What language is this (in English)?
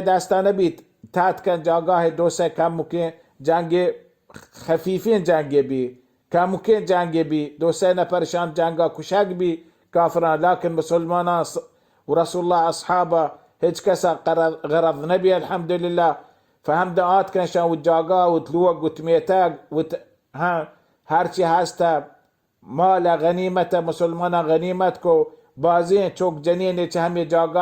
Baluchi